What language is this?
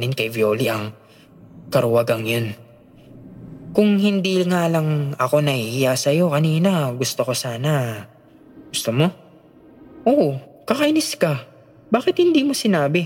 Filipino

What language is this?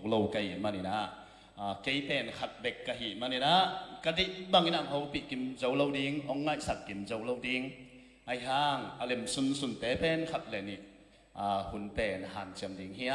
Tedim Chin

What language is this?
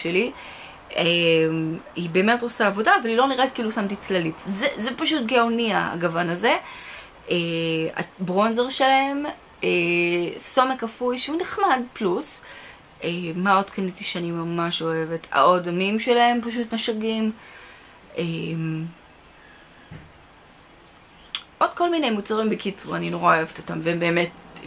Hebrew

